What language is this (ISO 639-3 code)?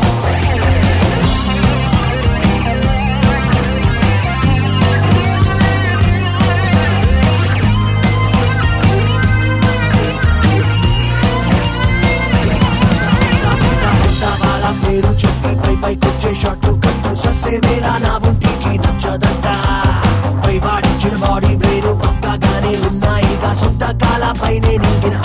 tel